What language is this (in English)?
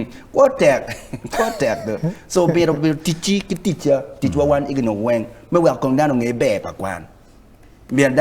Acoli